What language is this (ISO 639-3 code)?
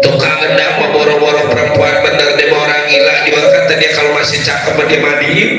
bew